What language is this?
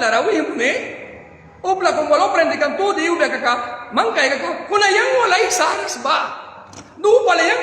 Mískito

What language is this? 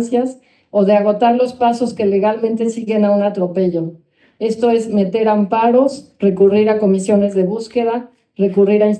Spanish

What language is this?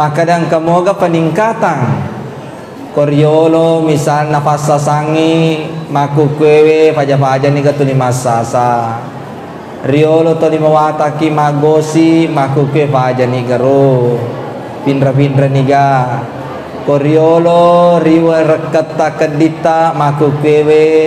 Buginese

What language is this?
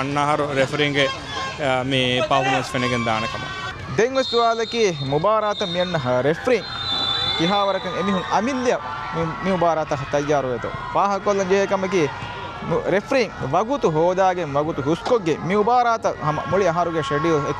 Divehi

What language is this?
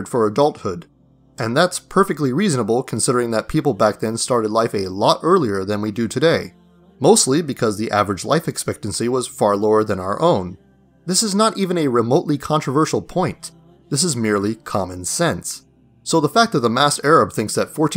English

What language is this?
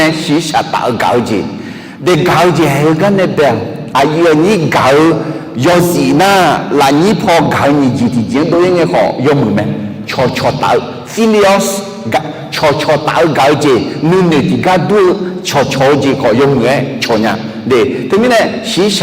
Akha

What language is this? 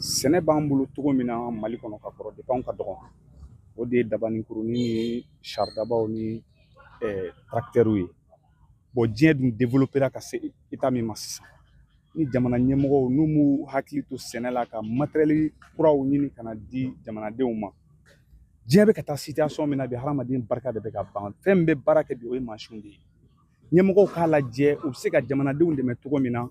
Bambara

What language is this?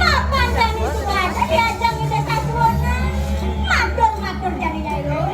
Balinese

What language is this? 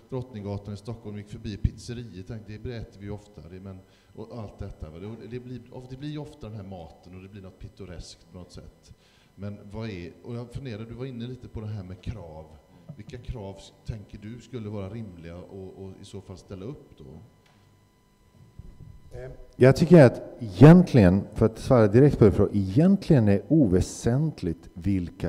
Swedish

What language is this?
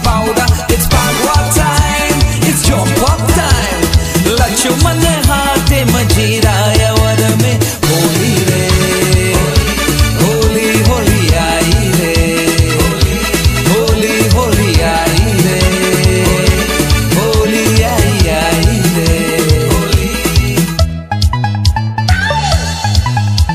Bhojpuri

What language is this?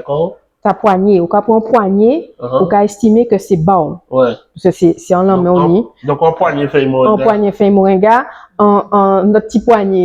Guadeloupean Creole French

